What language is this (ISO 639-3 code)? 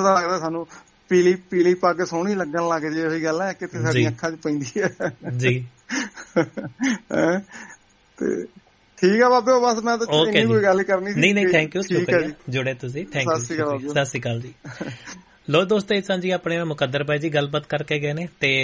pan